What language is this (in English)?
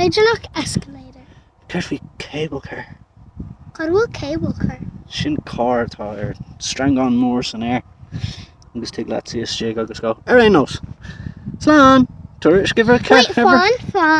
Irish